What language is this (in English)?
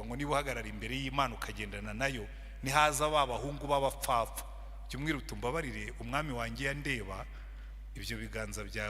Kinyarwanda